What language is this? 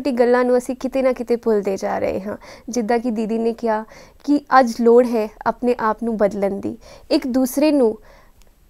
Punjabi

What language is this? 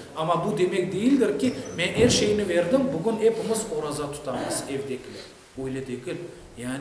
Crimean Tatar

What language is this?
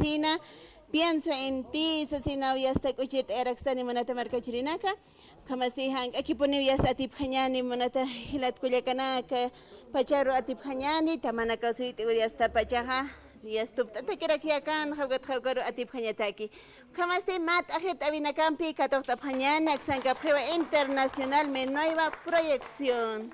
Aymara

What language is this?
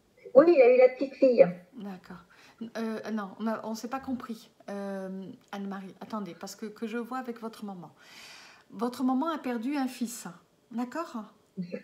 French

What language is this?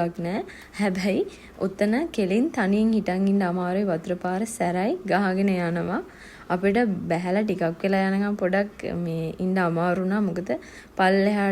Sinhala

